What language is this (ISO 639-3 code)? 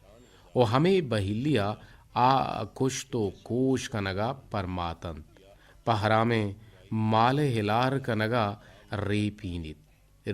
bgp